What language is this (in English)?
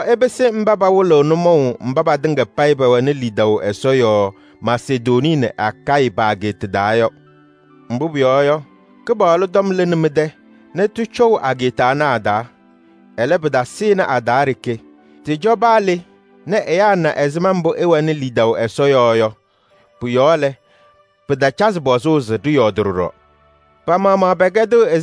Kabiyè